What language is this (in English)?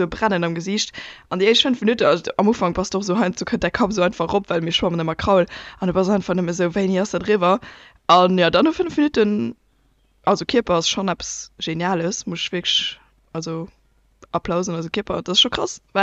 Luxembourgish